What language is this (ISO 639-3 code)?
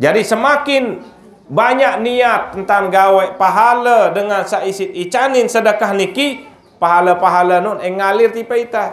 sas